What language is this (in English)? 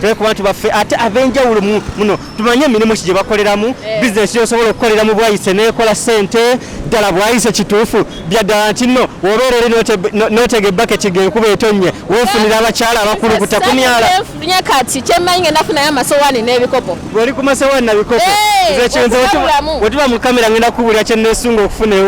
Ganda